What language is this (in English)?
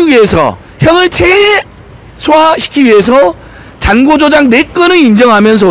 Korean